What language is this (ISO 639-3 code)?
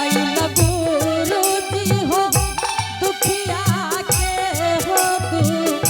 anp